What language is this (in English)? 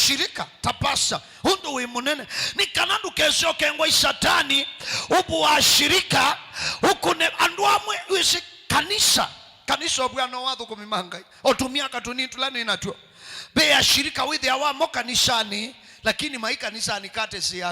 Kamba